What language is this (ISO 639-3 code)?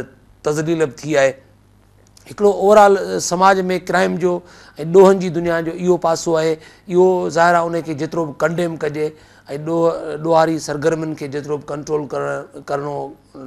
snd